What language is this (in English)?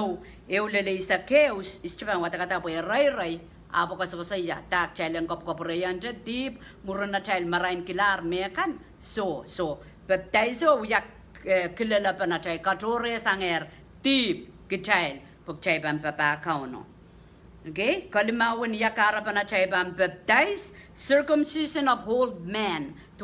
Pohnpeian